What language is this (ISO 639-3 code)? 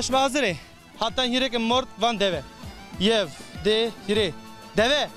zza